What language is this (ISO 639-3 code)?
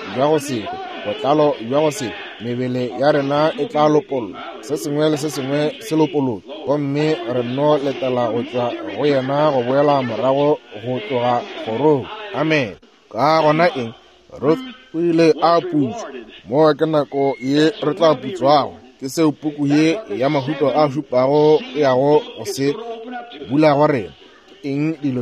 nso